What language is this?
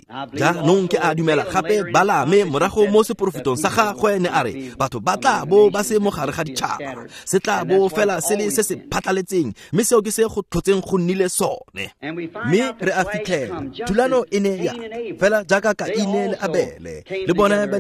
Tswana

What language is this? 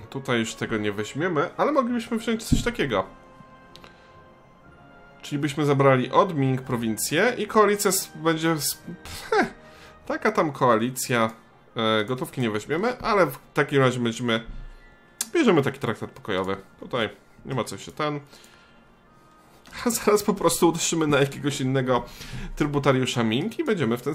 Polish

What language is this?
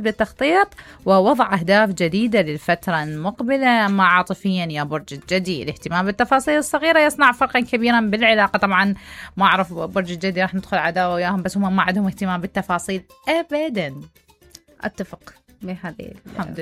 Mesopotamian Arabic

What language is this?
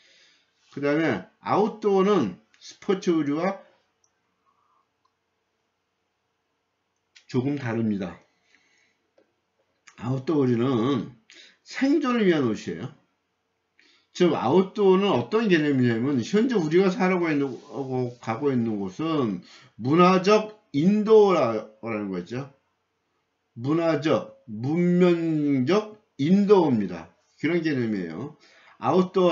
Korean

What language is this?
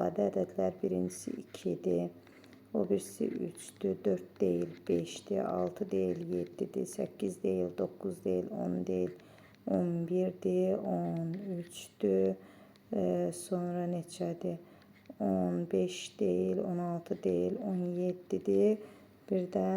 Azerbaijani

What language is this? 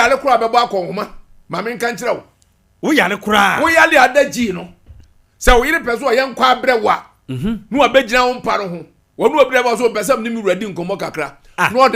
Akan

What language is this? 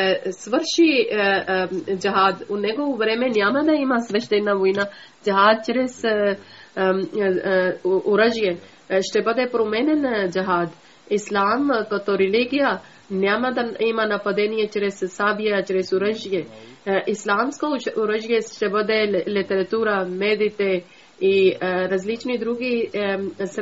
Bulgarian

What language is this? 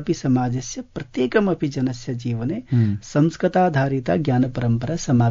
Sanskrit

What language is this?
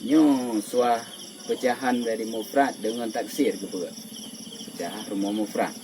Achinese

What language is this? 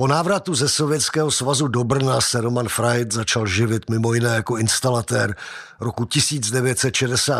Czech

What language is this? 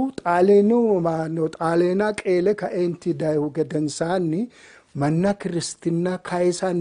Sidamo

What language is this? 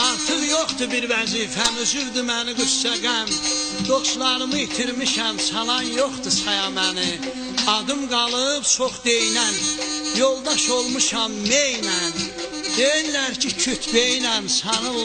South Azerbaijani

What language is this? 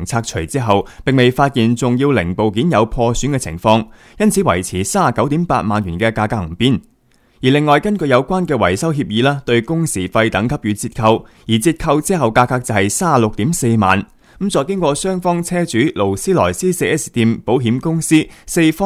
Cantonese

